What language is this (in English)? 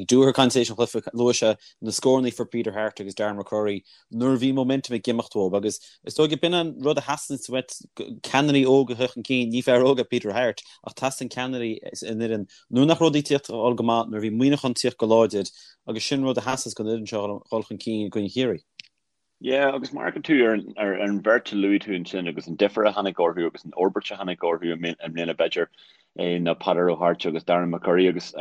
Irish